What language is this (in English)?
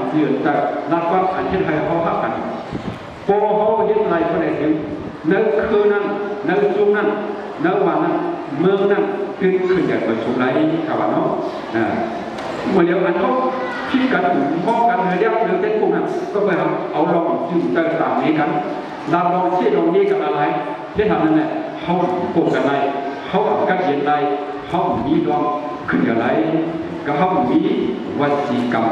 Shan